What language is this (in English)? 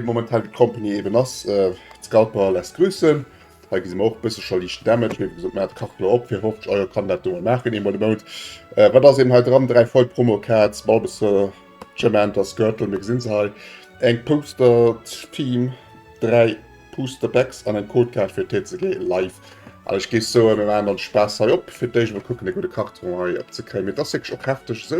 Luxembourgish